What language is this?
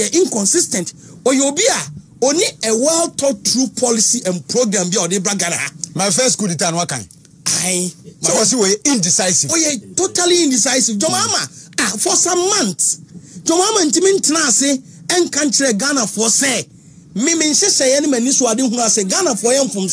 Akan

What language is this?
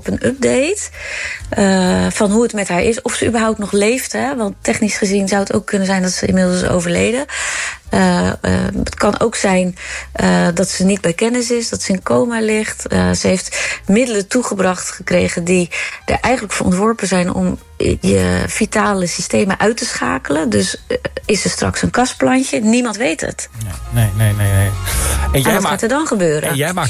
Dutch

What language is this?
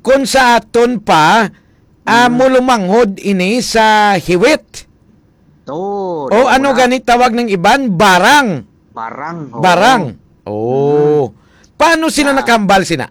Hiligaynon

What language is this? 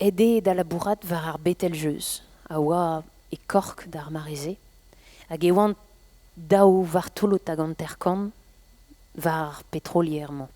Breton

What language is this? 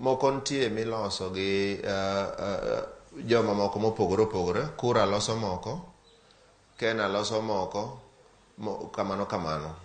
Luo (Kenya and Tanzania)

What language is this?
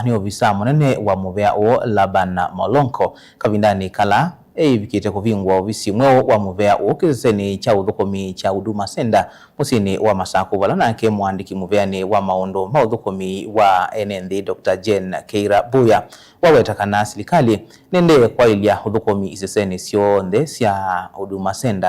Kamba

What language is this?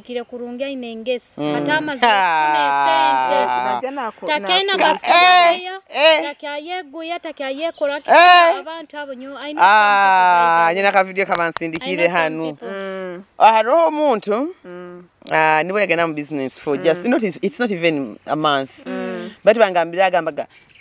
Nyoro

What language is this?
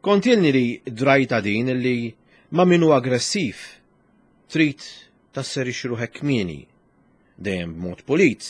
Maltese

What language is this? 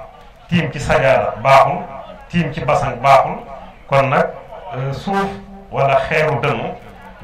Wolof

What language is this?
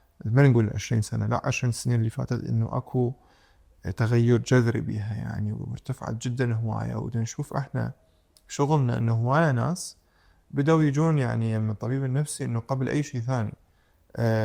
Mesopotamian Arabic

